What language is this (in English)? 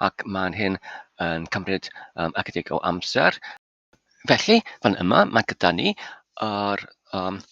Welsh